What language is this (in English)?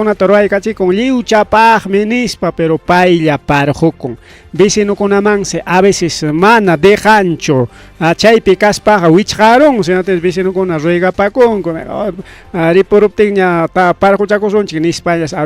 Ayacucho Quechua